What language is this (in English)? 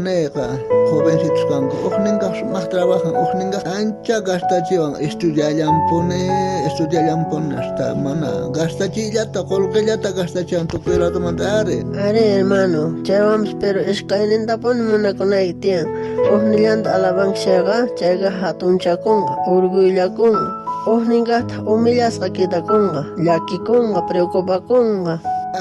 South Bolivian Quechua